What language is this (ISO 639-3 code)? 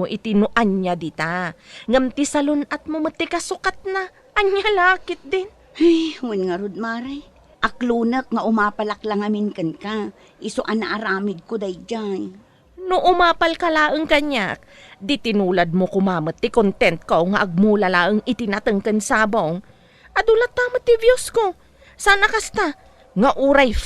ilo